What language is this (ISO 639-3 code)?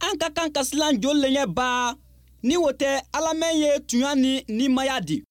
bam